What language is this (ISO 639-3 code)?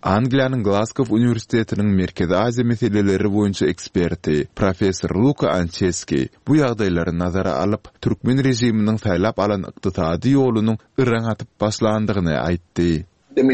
tuk